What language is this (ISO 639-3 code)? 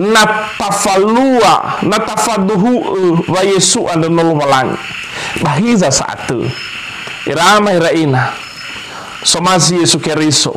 nia